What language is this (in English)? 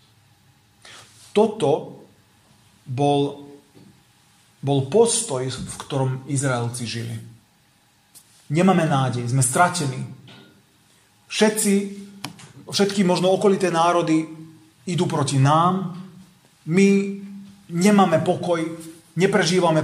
Slovak